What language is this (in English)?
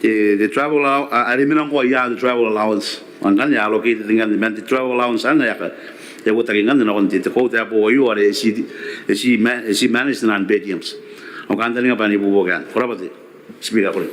Gilbertese